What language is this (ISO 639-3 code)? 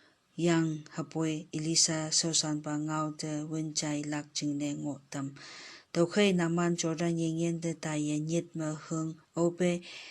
nbe